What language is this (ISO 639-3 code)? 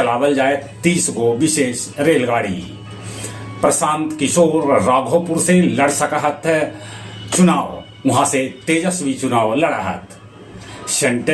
mag